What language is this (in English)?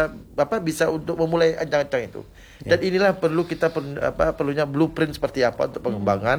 Indonesian